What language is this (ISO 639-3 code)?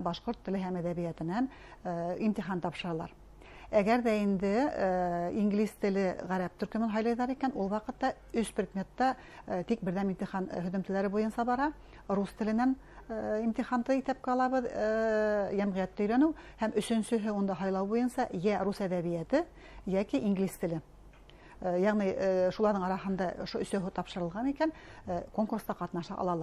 bak